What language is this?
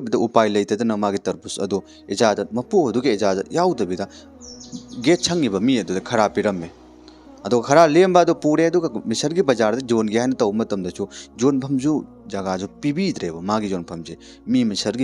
Manipuri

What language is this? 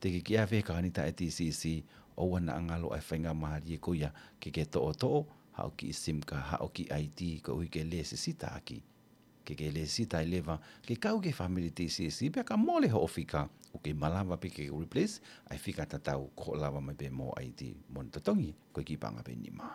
Tongan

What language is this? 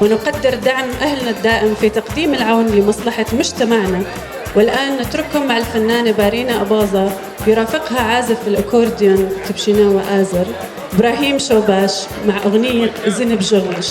North Levantine Arabic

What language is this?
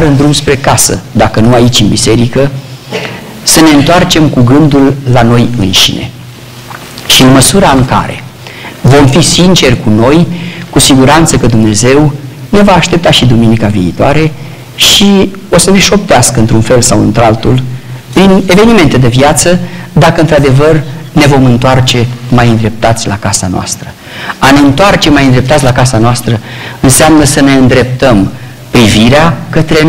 Romanian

